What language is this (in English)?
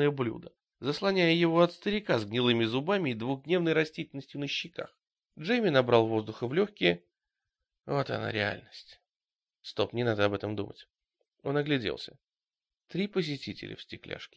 Russian